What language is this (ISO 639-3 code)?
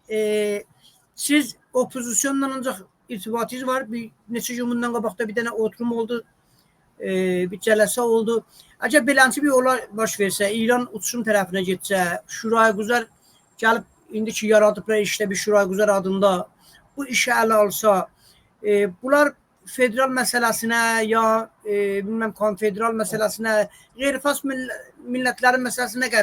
azb